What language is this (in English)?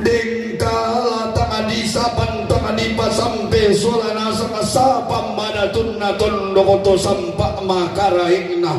Toraja-Sa'dan